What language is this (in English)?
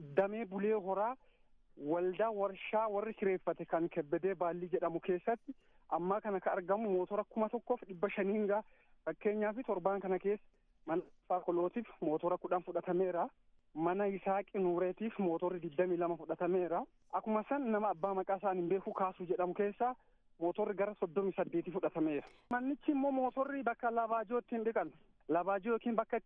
Oromo